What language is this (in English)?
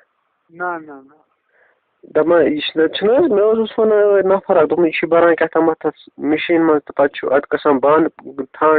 Kashmiri